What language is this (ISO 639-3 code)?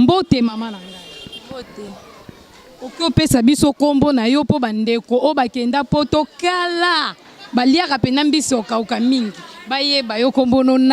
lin